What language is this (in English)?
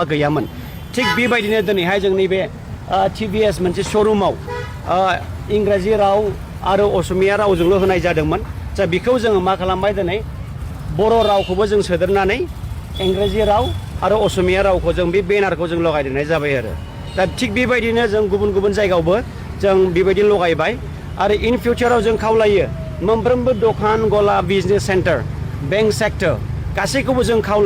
Bodo